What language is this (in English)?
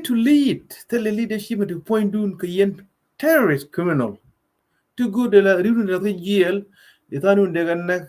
Nuer